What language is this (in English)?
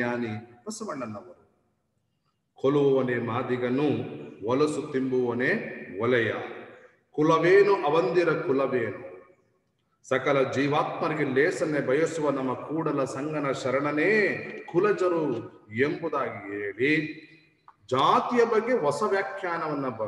Kannada